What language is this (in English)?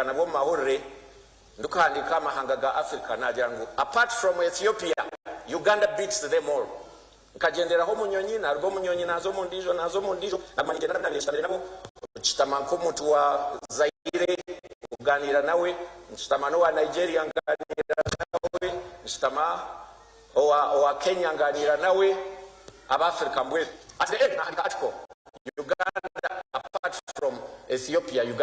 Nyankole